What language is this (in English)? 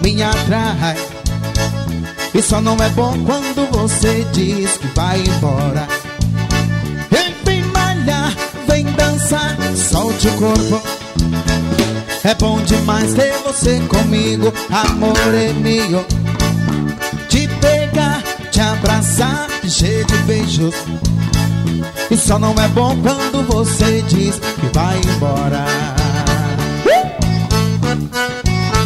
Portuguese